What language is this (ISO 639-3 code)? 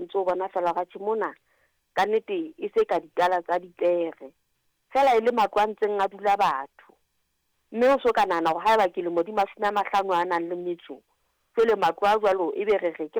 sot